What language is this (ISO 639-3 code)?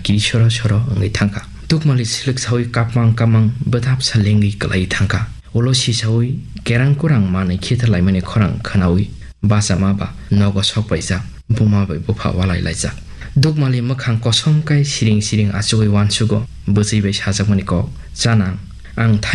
trp